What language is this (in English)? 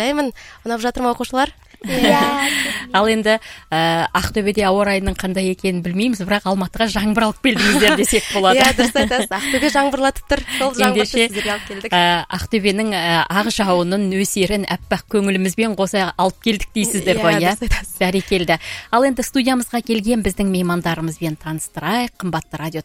Kazakh